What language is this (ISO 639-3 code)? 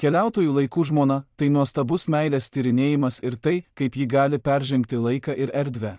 lit